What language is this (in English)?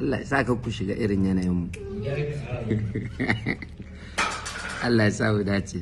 Hausa